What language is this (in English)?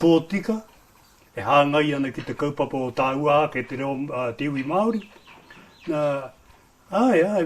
Māori